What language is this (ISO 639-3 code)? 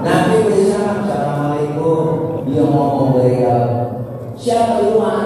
bew